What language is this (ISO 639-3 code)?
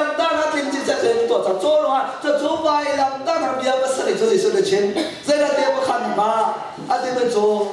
cnh